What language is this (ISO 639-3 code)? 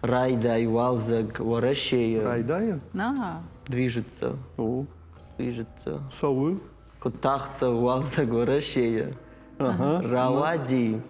oss